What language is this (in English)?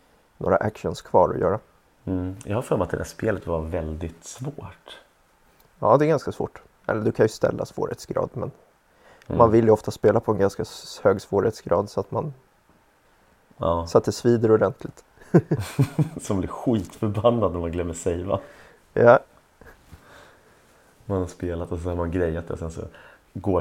Swedish